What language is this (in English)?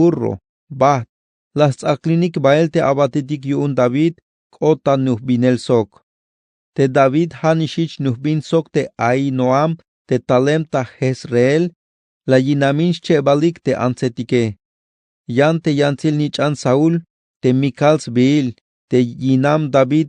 Tzeltal